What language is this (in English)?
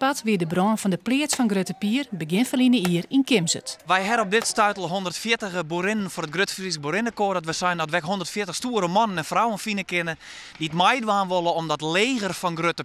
Western Frisian